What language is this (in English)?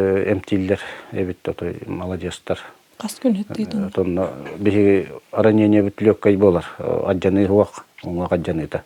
Yakut